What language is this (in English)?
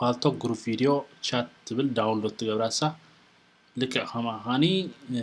Tigrinya